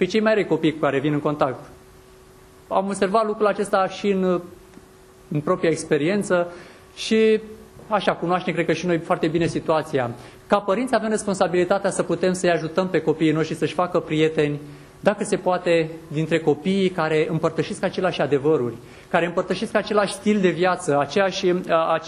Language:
Romanian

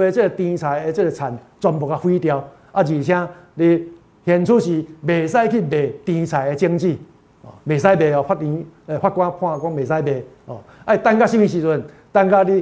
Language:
Min Nan Chinese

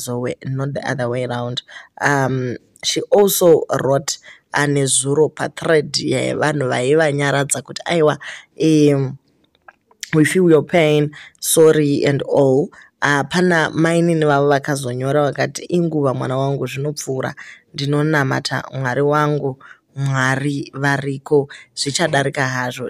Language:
Shona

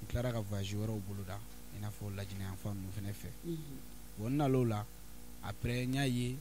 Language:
Bambara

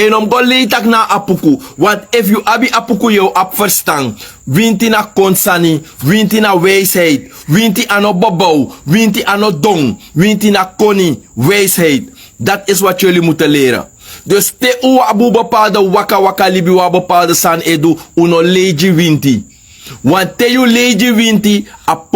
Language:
Sranan Tongo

